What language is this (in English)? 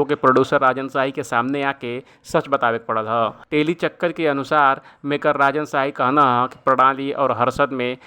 Bhojpuri